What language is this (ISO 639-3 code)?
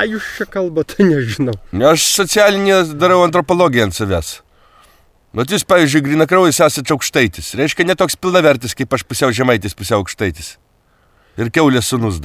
lit